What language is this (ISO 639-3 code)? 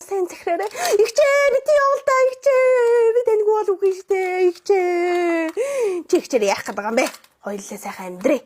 mon